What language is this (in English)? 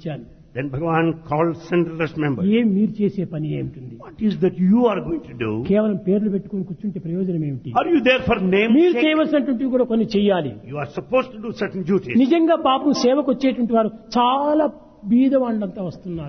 Telugu